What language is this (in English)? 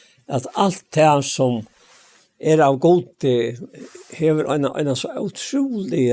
Faroese